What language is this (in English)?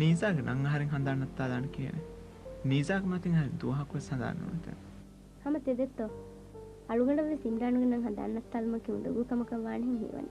Divehi